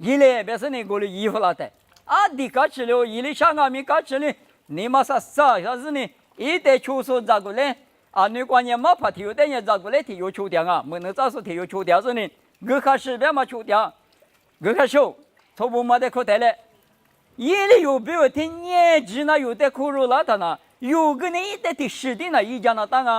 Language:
Lisu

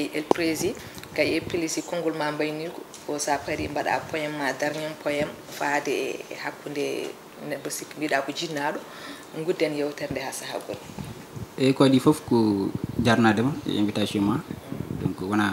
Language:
Fula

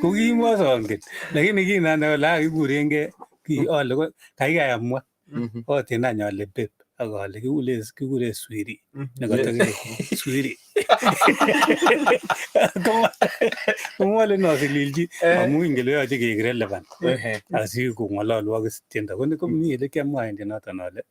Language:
Kalenjin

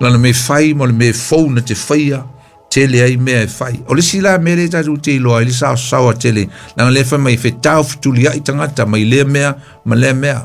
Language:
Samoan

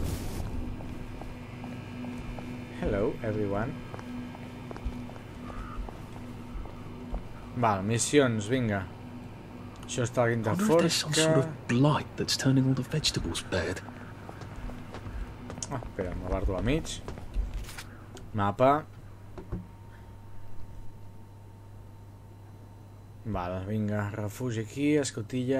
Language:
Catalan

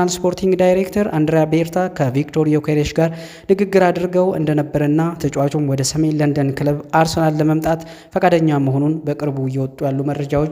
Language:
Amharic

